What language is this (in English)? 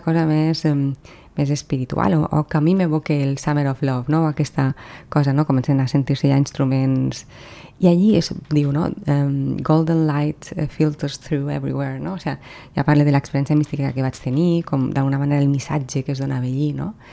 Catalan